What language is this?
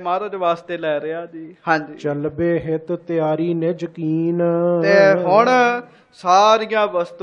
Punjabi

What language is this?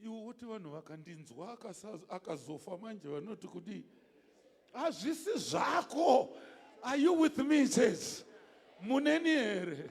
Shona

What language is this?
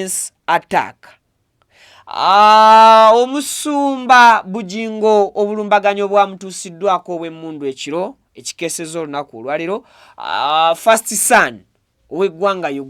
Ganda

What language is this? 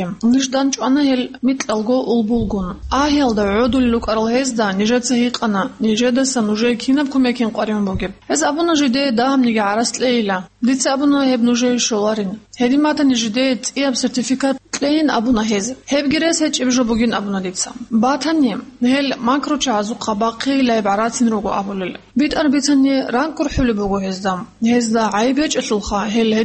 Avaric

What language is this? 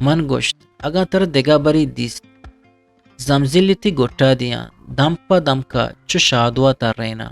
Eastern Balochi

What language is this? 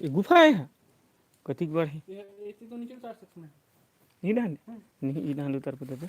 Chhattisgarhi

